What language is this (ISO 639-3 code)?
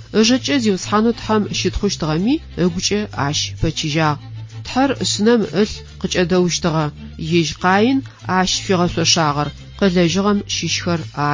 ady